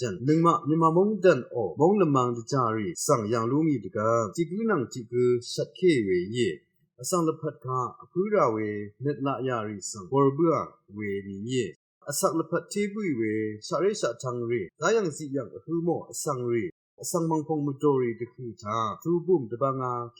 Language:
Rawang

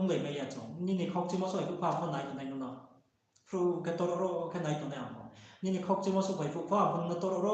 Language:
Riang (India)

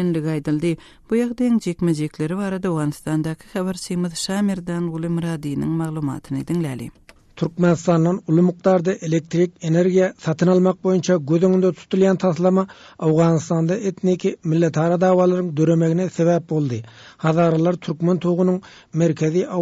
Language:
Turkmen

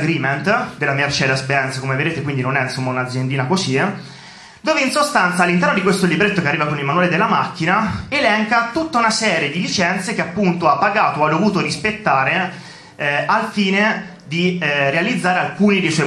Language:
Italian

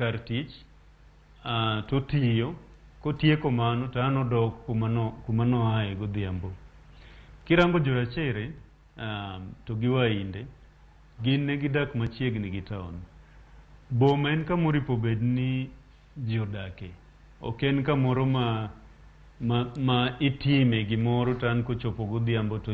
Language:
Luo (Kenya and Tanzania)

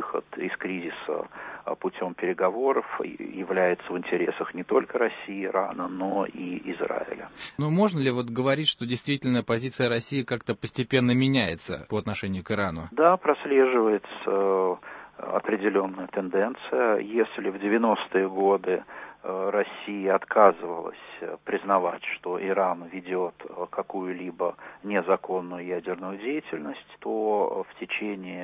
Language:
Russian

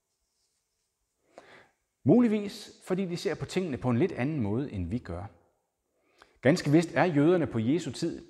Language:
Danish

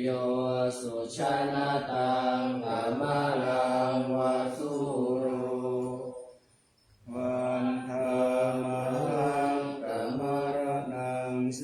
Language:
Pali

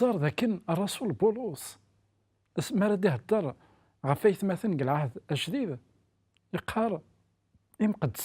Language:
Kabyle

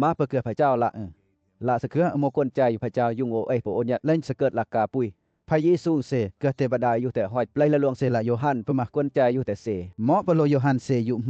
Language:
Western Lawa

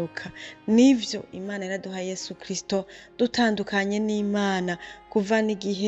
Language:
Rundi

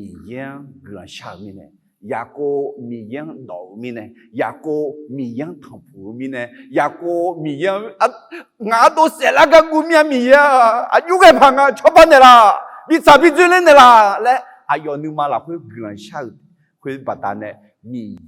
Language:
Akha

